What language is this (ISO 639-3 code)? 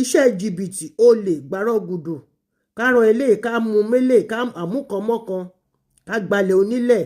yor